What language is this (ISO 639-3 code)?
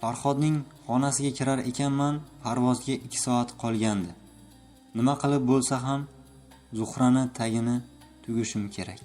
uzb